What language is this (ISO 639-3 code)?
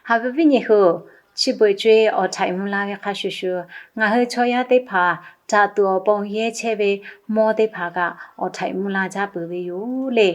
lhu